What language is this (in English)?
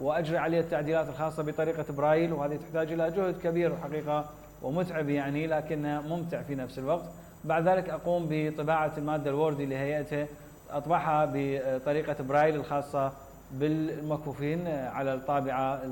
Mesopotamian Arabic